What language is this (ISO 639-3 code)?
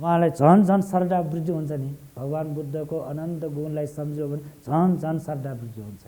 nep